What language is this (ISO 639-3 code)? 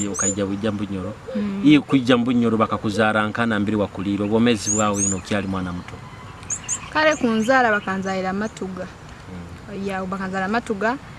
nyo